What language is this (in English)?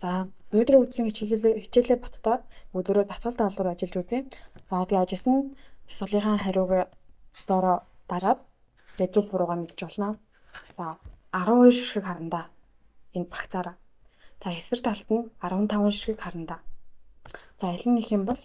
Mongolian